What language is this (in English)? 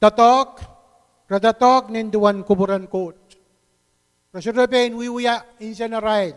Pohnpeian